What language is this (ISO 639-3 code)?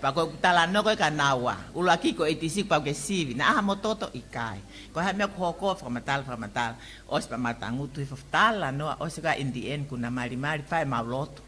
ton